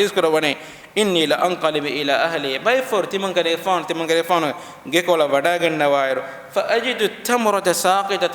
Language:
Divehi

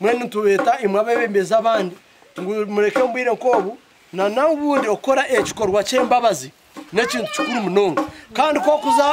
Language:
Nyankole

